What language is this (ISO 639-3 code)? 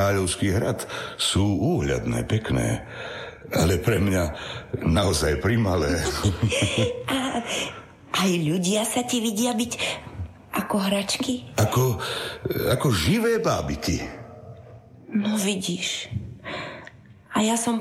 slk